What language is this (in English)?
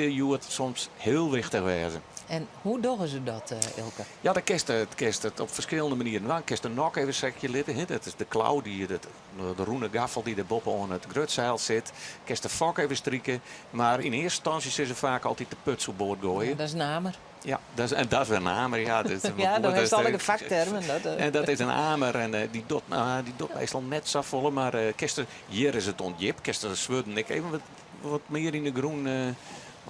Western Frisian